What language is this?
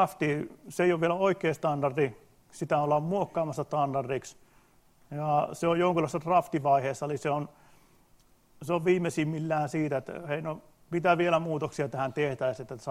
Finnish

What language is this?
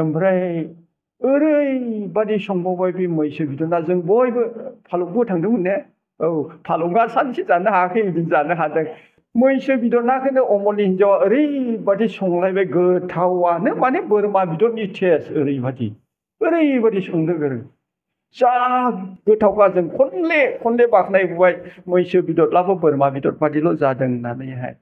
Bodo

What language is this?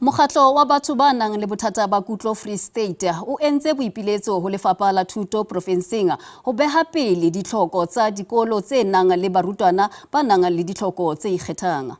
Southern Sotho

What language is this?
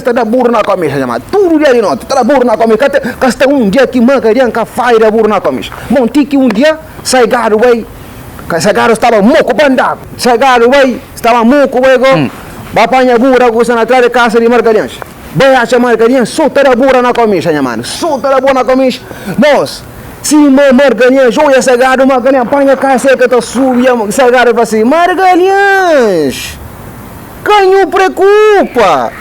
Kabuverdianu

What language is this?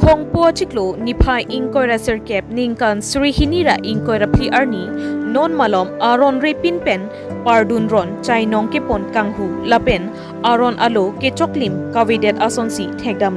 Karbi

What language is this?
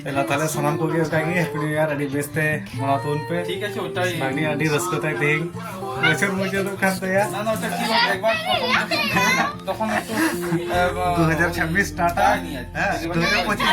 Santali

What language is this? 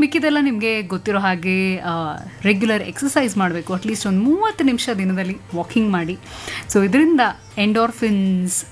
Kannada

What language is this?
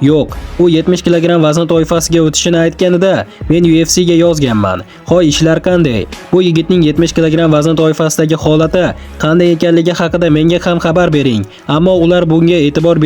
Uzbek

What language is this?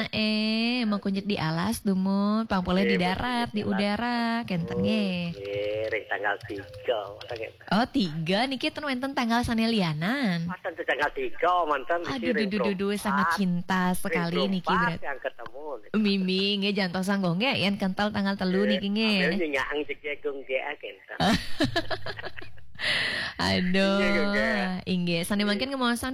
Balinese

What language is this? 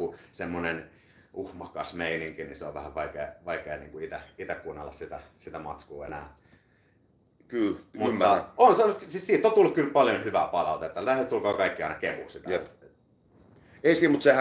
Finnish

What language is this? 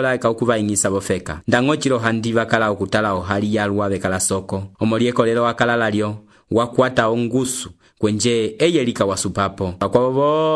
Umbundu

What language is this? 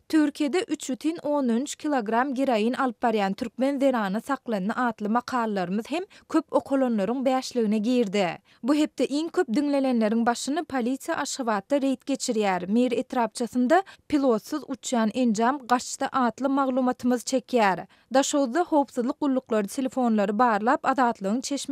Turkmen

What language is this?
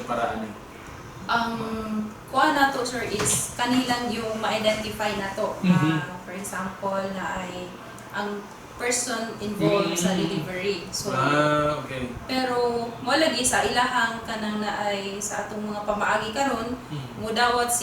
Cebuano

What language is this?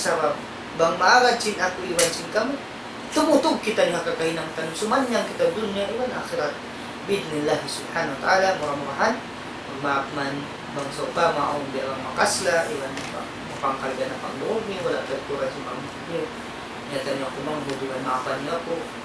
Tausug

